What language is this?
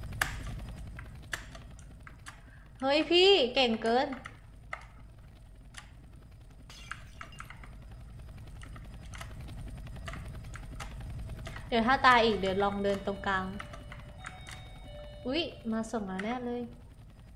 Thai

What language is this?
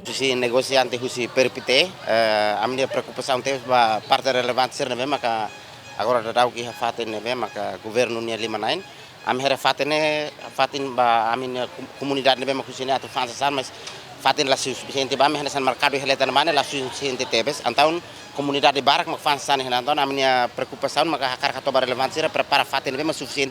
Tetum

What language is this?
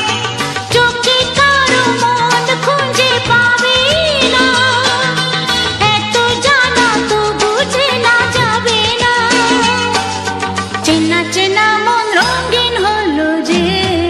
Bangla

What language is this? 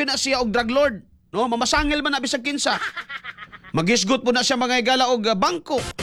Cebuano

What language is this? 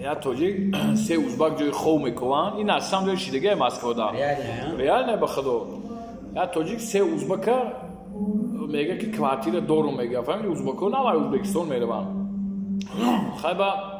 Tajik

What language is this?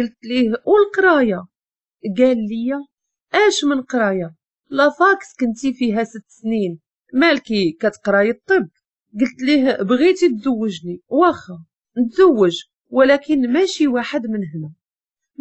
Moroccan Arabic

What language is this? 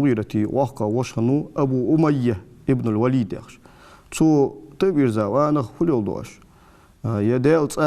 Ingush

